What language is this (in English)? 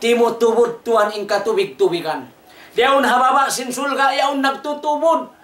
Tausug